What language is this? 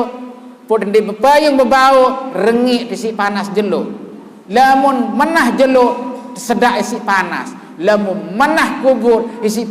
Sasak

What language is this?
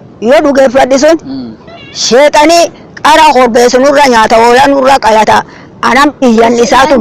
Oromo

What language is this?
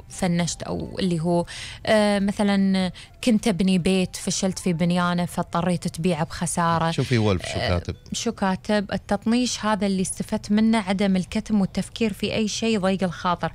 Gulf Arabic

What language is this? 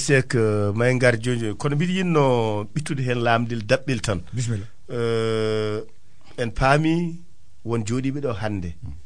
Fula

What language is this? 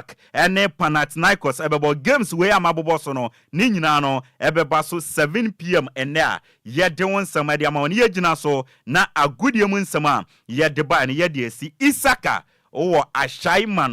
Akan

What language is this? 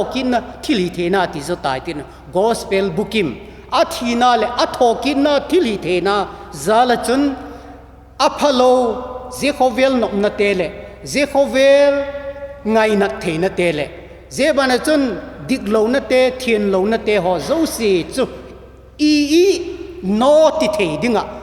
Vaiphei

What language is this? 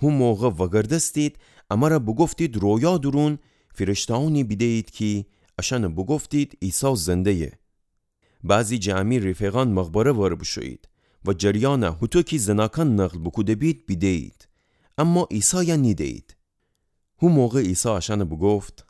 Gilaki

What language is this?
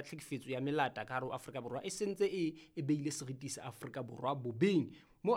Southern Sotho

